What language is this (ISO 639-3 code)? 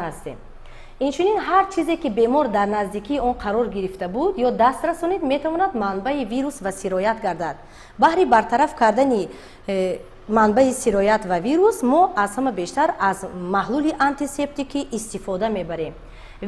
tgk